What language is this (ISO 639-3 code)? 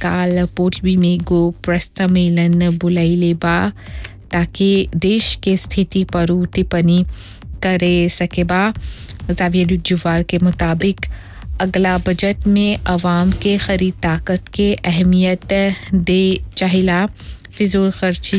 bho